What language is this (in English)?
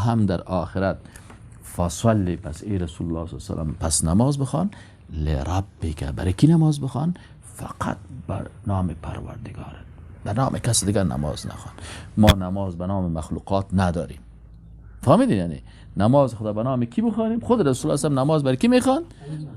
Persian